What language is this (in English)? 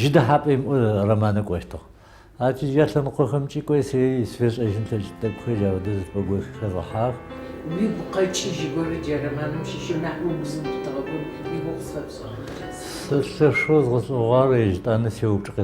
Adyghe